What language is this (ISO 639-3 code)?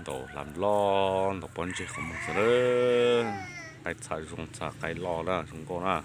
hmn